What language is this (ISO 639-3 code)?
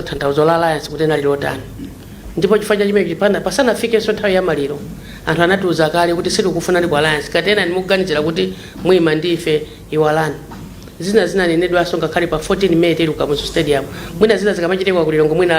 nya